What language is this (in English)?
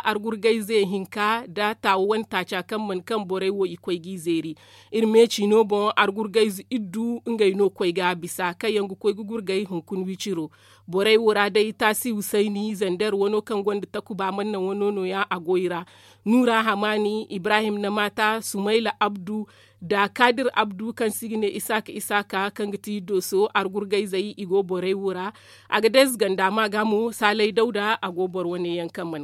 Zarma